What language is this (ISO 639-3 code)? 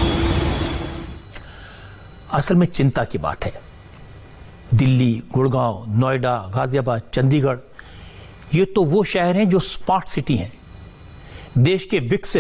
hin